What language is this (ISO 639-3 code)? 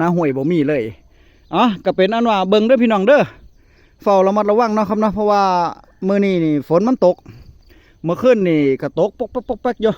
tts